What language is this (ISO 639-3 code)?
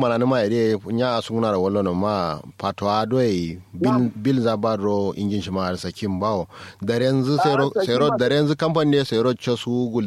kau